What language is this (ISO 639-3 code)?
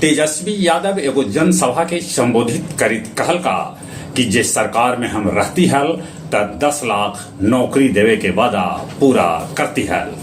mag